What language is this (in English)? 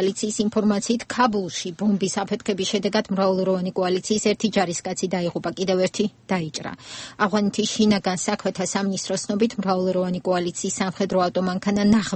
Georgian